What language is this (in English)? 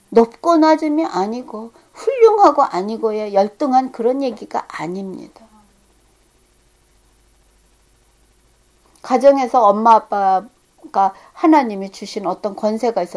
Korean